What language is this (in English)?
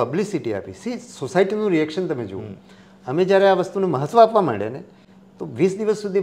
Gujarati